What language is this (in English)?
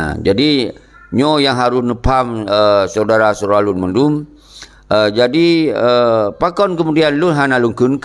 Achinese